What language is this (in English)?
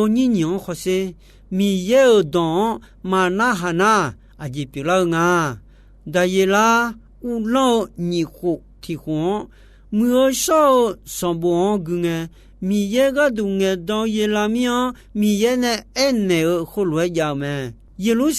Akha